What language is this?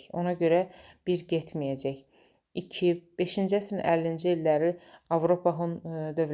Azerbaijani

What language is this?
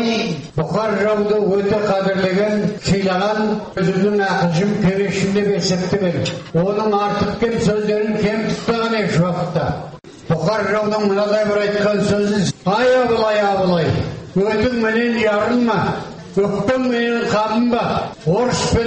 Kazakh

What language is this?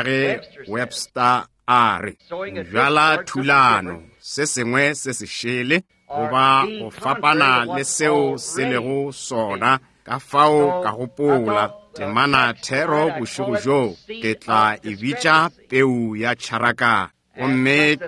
Northern Sotho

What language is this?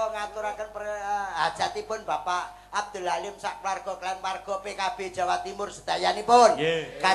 Javanese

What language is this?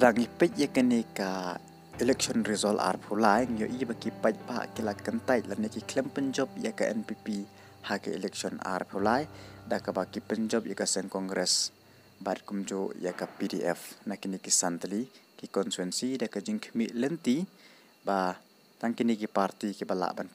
Khasi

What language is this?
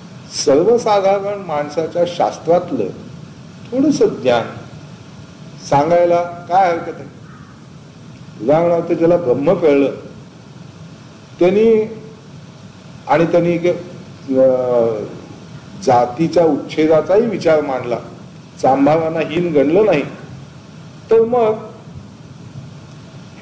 Marathi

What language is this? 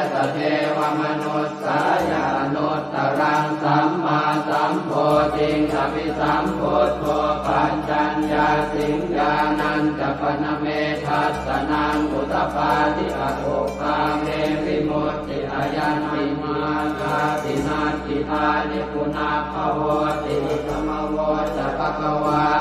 Pali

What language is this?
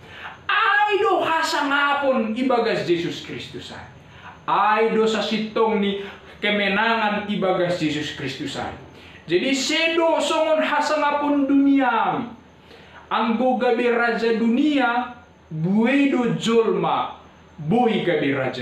Batak Simalungun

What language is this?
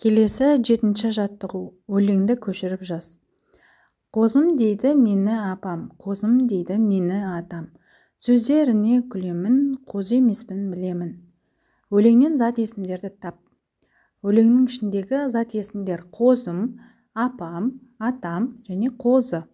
Kazakh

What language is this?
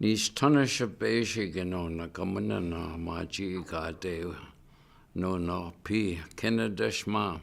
Chippewa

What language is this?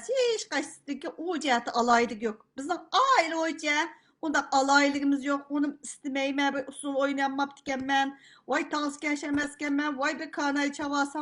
Uyghur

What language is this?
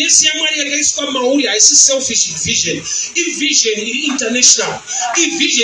Shona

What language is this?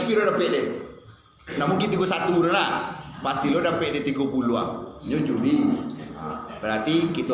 Minangkabau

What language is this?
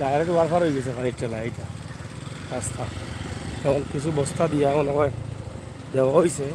Sylheti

